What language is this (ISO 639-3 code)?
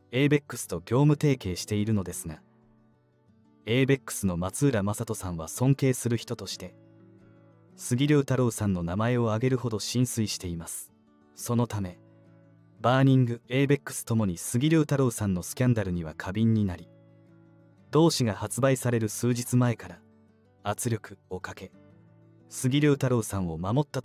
jpn